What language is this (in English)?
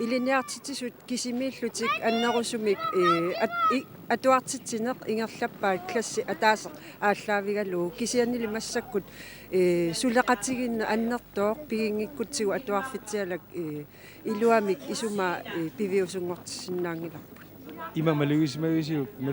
Kalaallisut